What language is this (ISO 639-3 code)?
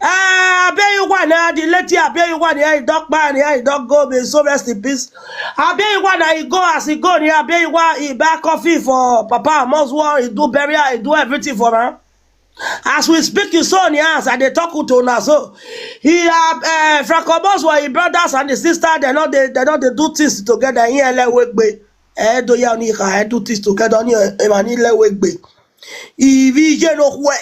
pcm